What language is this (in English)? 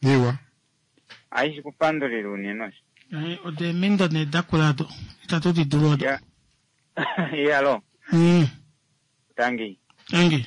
Kuanyama